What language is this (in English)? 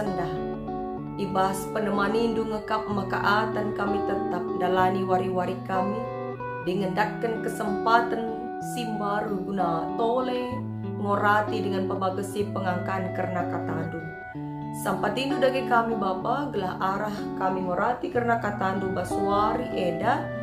Batak Karo